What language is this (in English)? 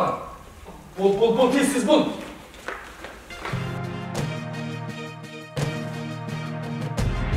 Kara-Kalpak